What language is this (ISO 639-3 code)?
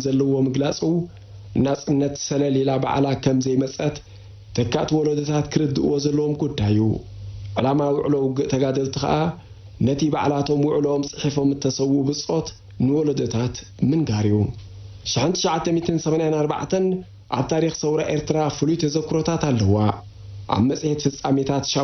tir